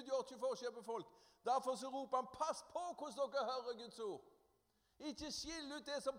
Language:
Norwegian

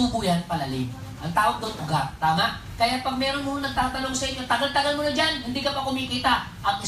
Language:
Filipino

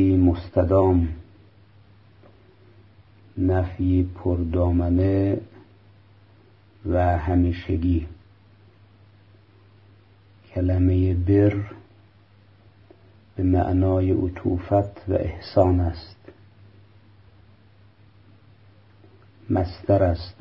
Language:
Persian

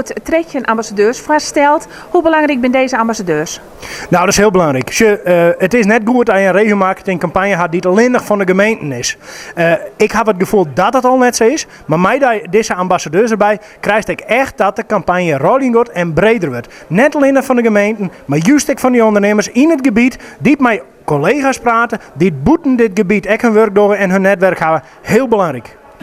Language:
Western Frisian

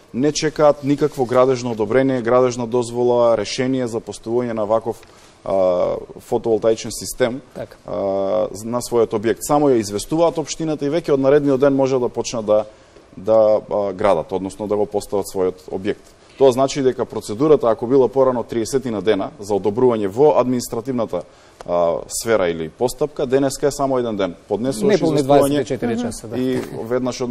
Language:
Macedonian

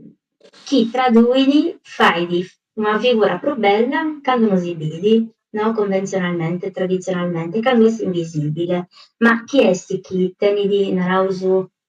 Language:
Sardinian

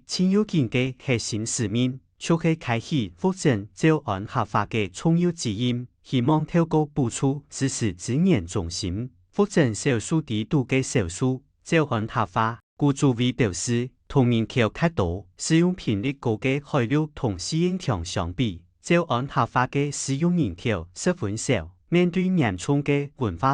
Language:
Hakka Chinese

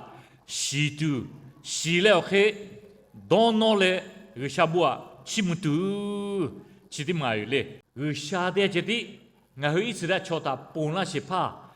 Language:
Lahu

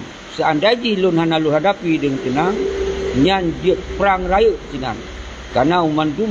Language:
Achinese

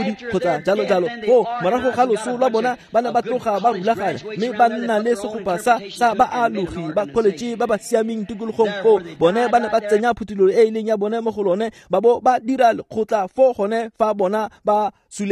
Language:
Tswana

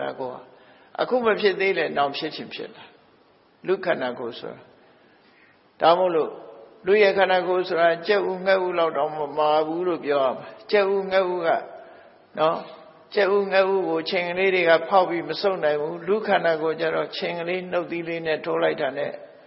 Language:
Burmese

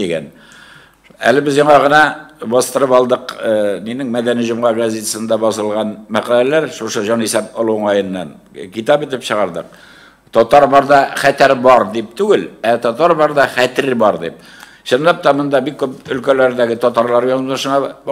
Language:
Tatar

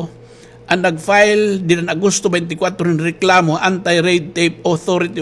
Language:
Waray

